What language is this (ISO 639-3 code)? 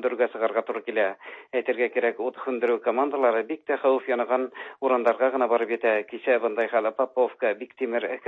tat